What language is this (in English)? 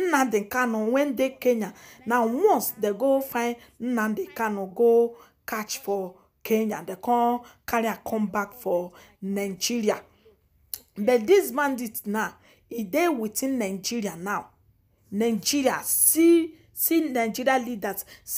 Nigerian Pidgin